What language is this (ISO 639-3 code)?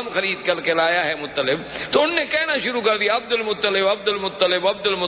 urd